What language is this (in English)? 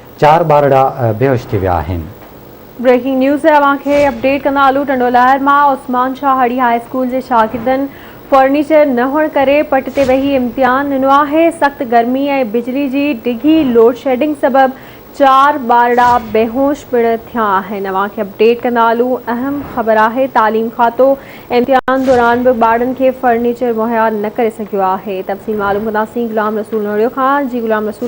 Sindhi